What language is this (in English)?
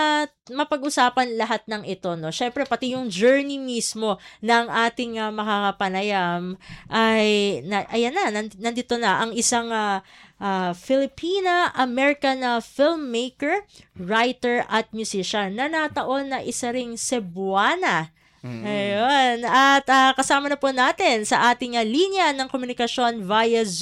Filipino